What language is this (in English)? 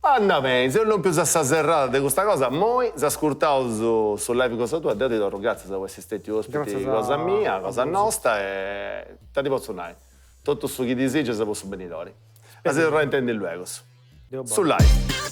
Sardinian